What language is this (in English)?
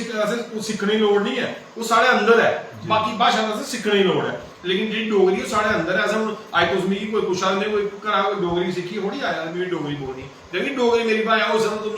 Dogri